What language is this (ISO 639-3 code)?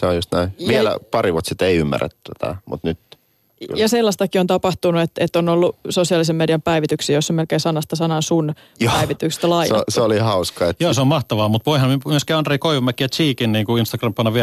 fin